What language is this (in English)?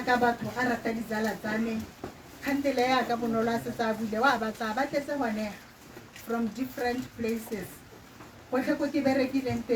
Tswana